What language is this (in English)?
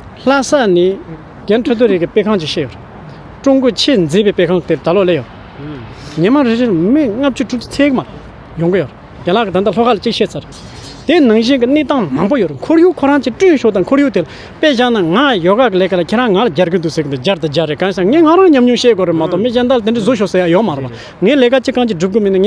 Tibetan